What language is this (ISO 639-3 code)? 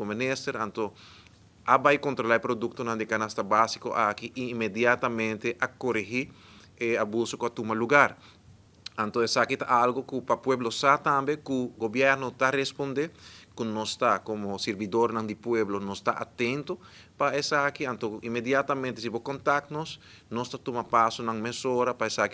pap